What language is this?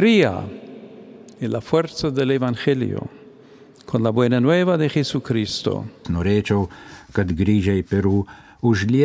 Lithuanian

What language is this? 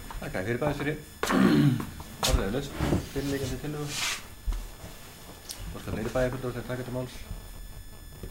Icelandic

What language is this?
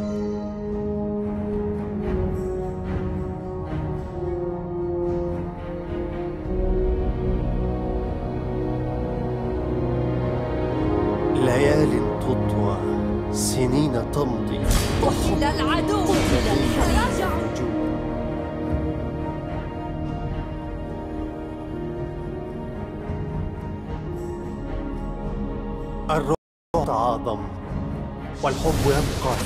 Arabic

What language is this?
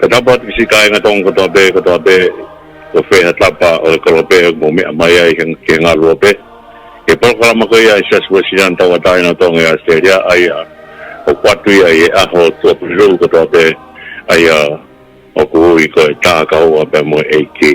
Tongan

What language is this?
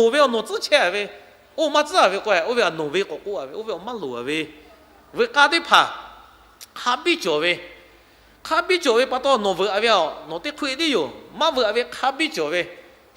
Lahu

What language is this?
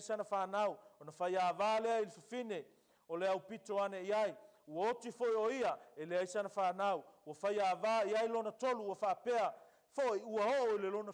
Samoan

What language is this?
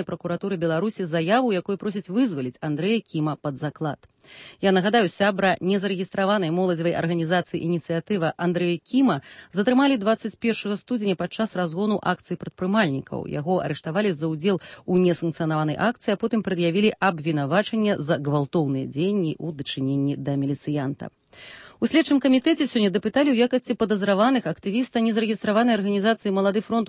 Belarusian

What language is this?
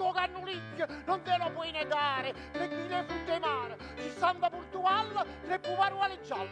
Neapolitan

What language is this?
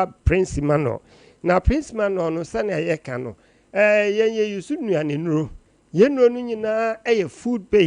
Akan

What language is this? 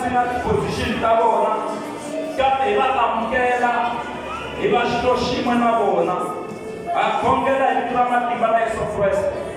Tsonga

